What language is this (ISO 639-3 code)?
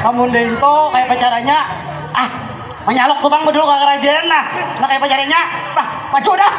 bjn